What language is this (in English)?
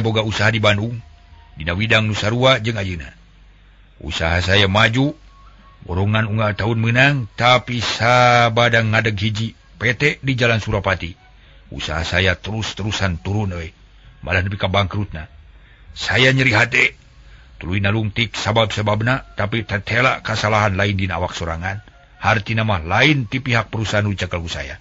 Sundanese